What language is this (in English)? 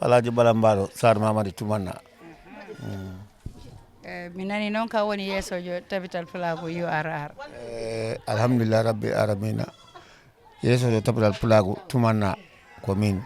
Fula